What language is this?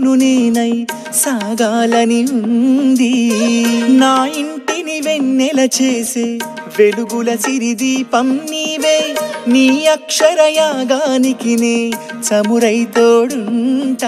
Telugu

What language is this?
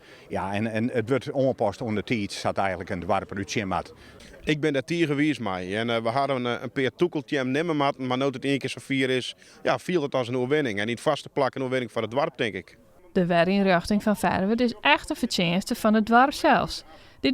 Western Frisian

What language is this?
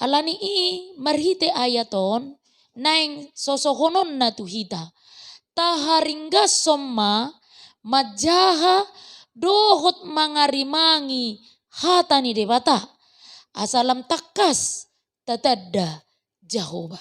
Batak Toba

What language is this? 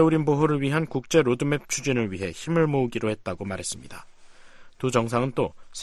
Korean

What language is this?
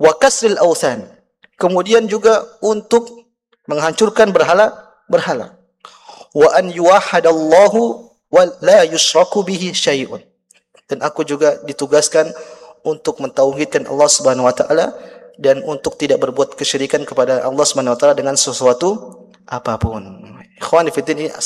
Indonesian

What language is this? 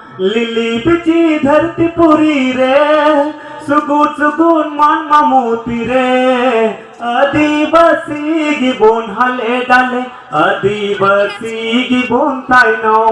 Santali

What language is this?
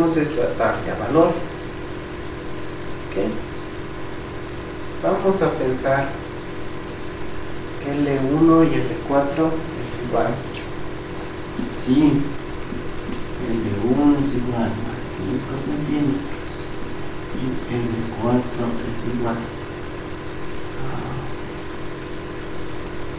Spanish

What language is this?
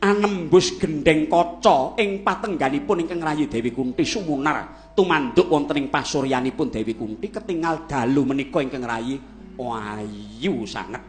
Javanese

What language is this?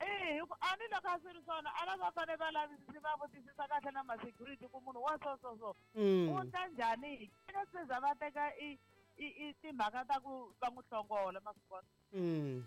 Tsonga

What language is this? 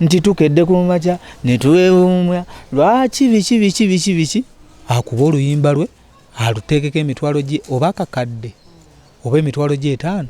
Ganda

